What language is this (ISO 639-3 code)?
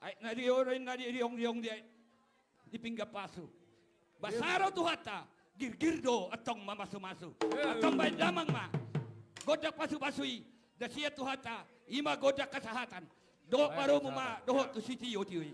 bbc